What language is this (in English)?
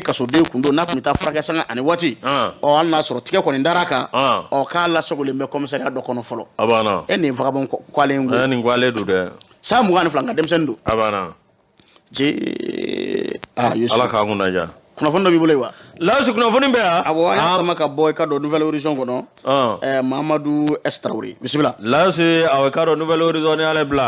Bambara